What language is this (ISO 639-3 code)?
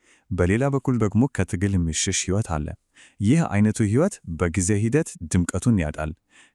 amh